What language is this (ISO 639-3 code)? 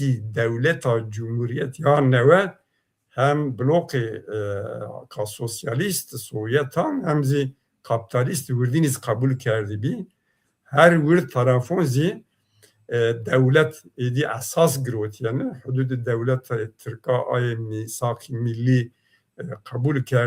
zza